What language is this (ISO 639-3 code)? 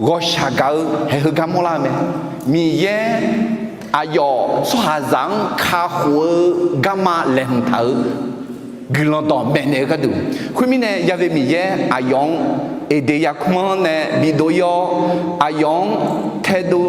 ahk